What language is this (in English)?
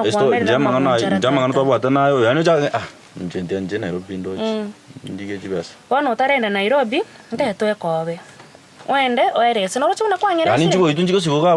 Gusii